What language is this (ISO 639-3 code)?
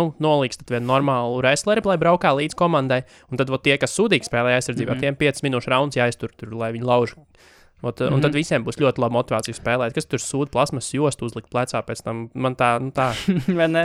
lav